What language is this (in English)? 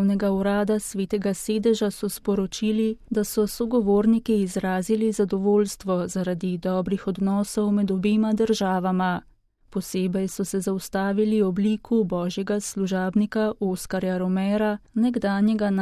Slovenian